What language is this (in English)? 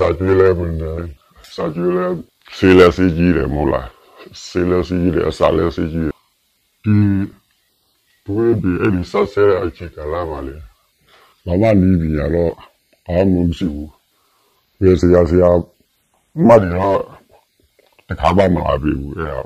Burmese